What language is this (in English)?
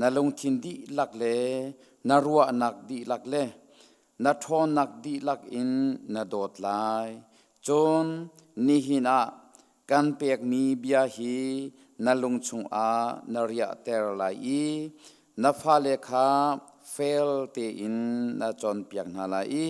Hakha Chin